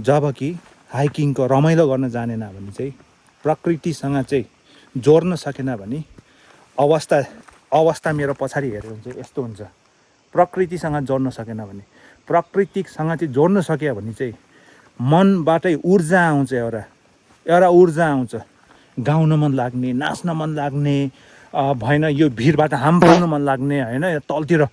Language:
Nepali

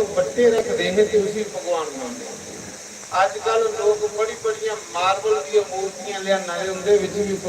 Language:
Dogri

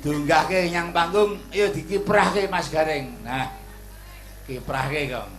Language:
Javanese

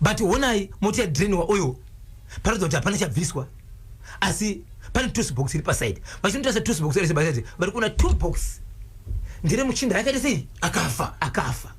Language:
Shona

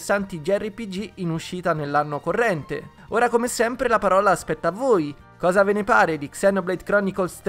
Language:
Italian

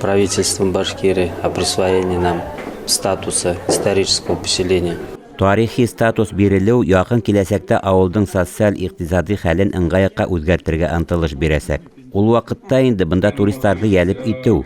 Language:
Bashkir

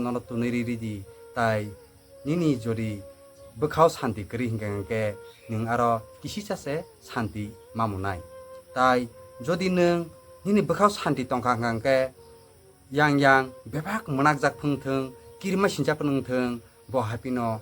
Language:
Kok Borok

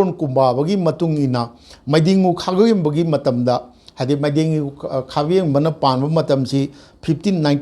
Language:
Manipuri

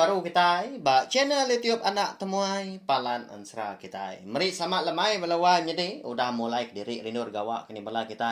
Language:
Iban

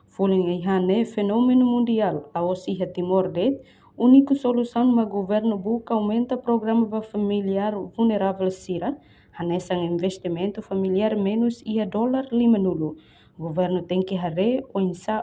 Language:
Tetum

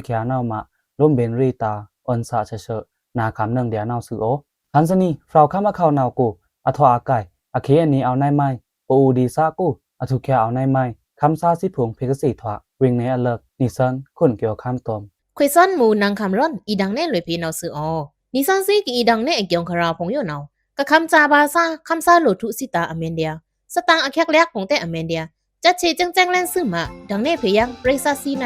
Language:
Pa'o Karen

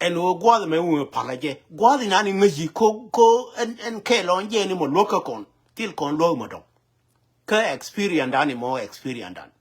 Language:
Nuer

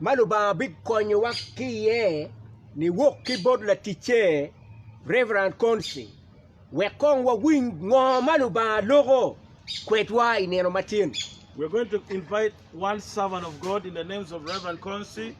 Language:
Acoli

